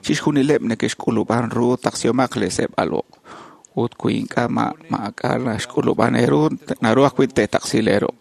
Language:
Kekchí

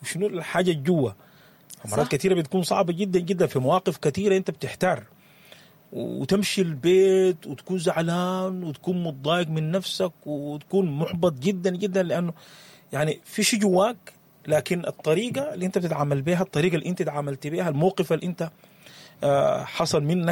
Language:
Sudanese Arabic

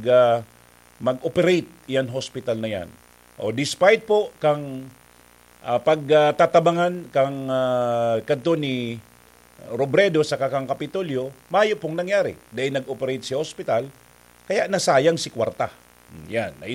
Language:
Bikol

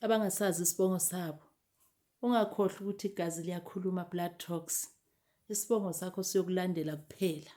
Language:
Zulu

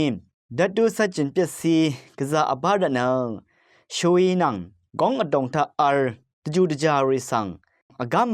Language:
Rawang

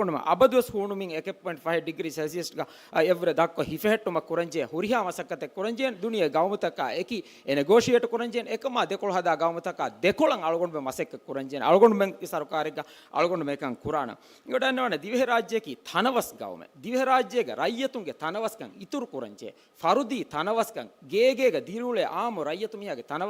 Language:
Divehi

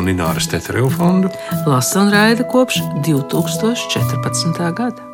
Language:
Latvian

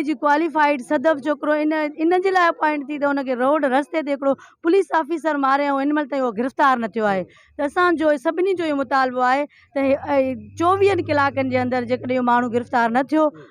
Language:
Sindhi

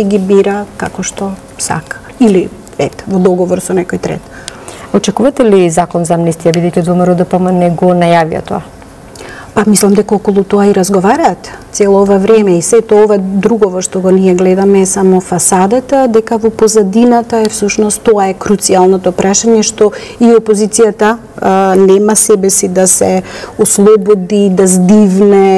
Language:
Macedonian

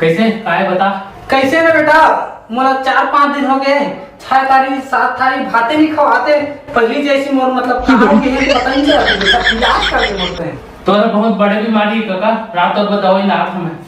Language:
Chhattisgarhi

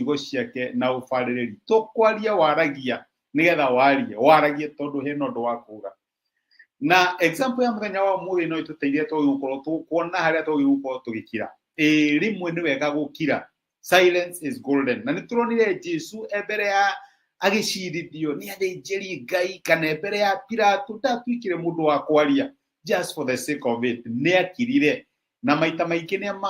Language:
Kikuyu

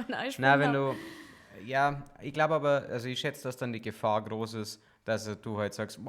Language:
Bavarian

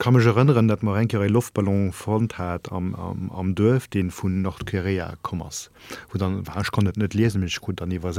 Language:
Luxembourgish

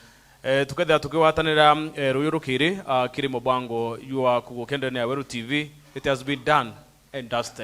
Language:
Meru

